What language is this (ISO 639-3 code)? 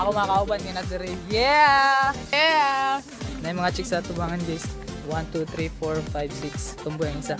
ceb